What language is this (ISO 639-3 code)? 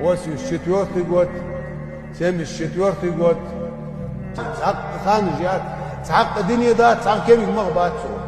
inh